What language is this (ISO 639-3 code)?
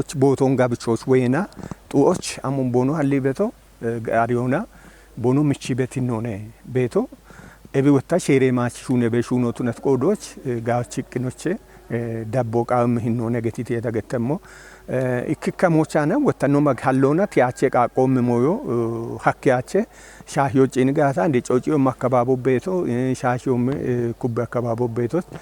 kbr